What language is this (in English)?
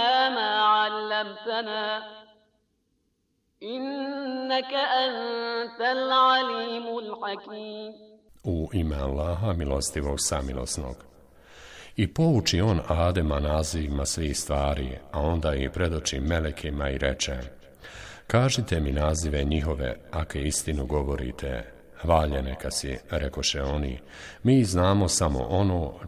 Bosnian